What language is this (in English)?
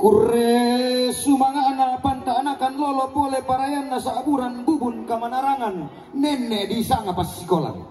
Toraja-Sa'dan